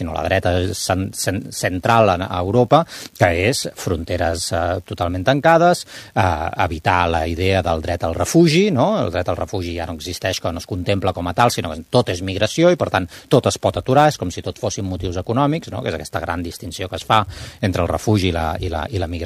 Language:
Catalan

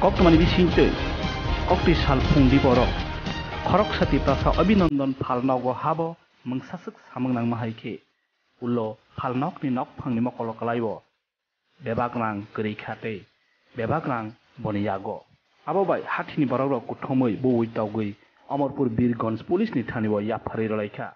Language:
Kok Borok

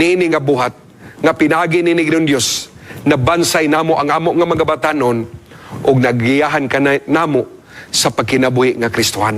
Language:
Cebuano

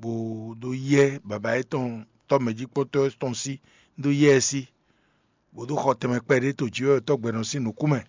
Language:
Fon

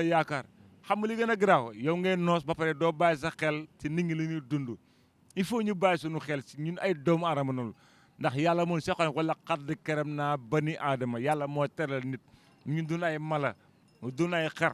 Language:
Wolof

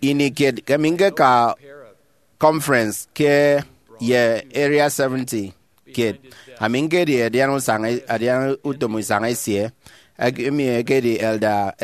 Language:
Efik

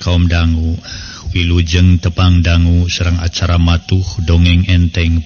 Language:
Sundanese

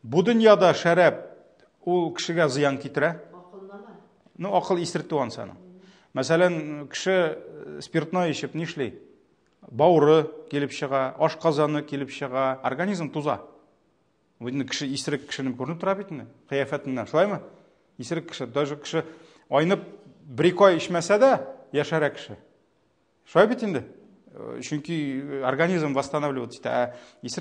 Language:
Tatar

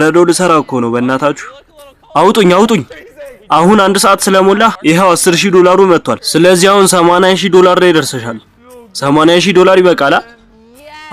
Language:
Amharic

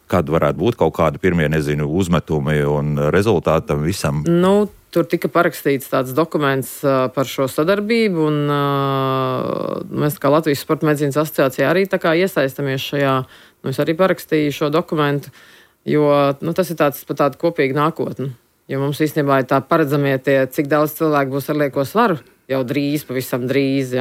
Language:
Latvian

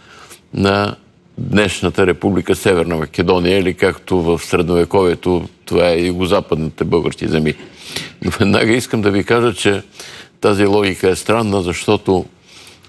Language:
Bulgarian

